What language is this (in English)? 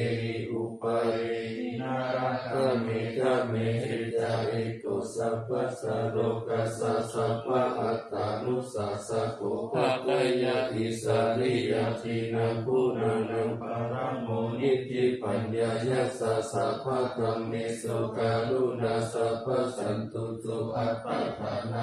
Pali